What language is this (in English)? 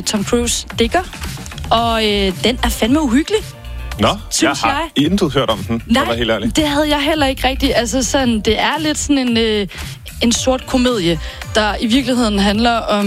Danish